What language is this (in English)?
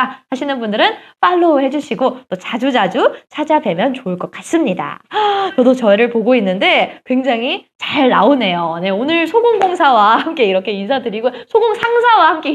Korean